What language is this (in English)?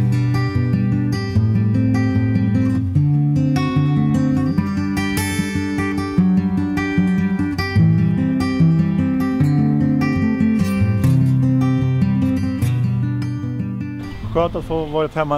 Swedish